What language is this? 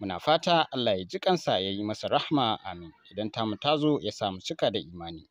Hausa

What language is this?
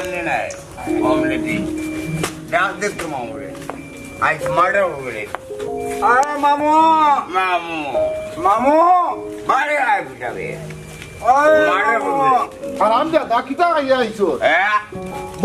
Sylheti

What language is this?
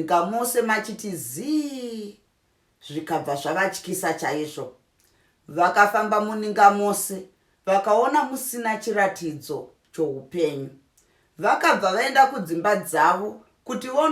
Shona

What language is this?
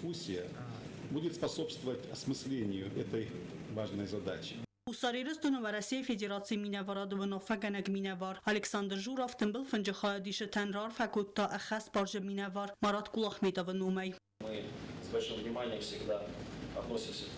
Ossetic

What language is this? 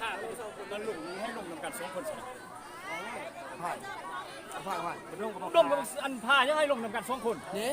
Lao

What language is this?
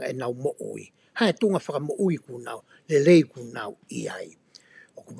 Tongan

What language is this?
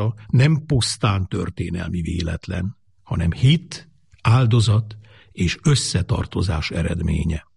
Hungarian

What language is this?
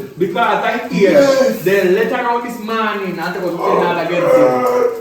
Jamaican Creole English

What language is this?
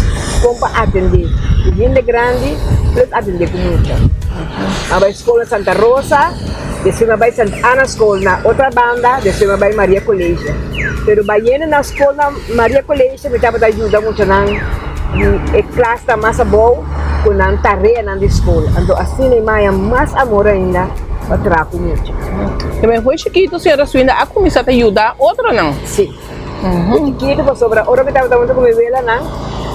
Papiamento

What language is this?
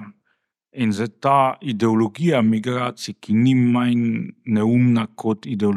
Slovenian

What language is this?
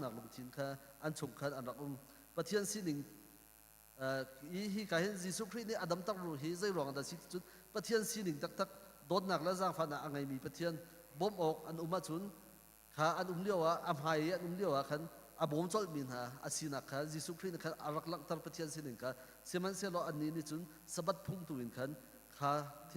Hakha Chin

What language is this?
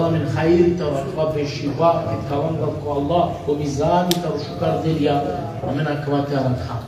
Balkan Romani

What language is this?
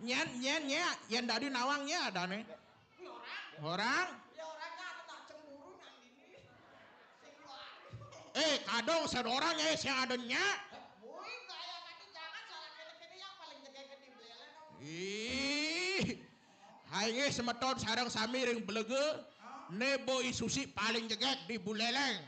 Balinese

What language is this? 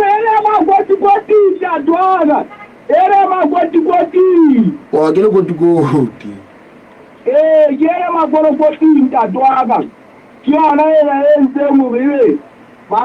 Southern Sotho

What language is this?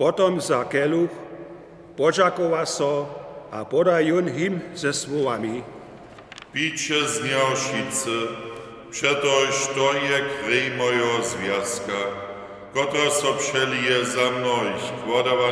Upper Sorbian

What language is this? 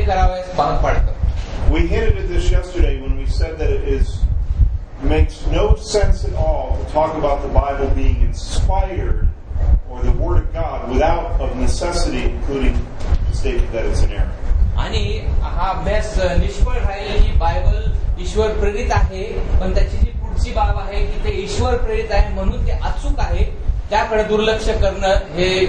Marathi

